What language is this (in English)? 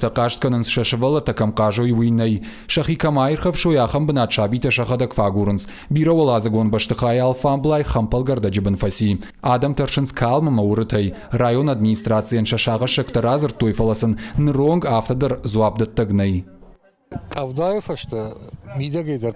Ossetic